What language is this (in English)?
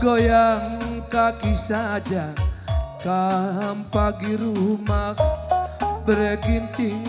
Batak Karo